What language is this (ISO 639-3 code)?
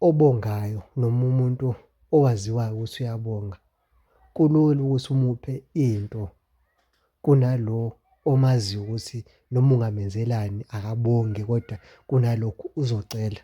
zul